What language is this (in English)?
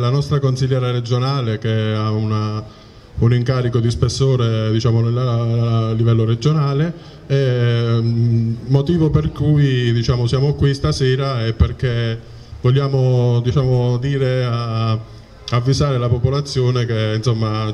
Italian